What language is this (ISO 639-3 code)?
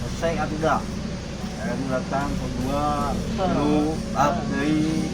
sun